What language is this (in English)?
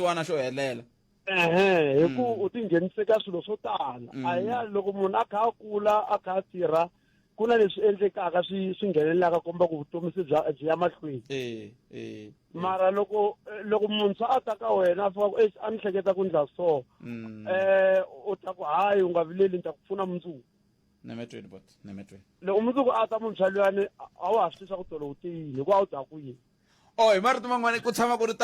Tsonga